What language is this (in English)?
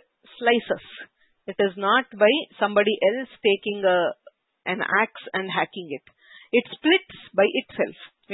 Sanskrit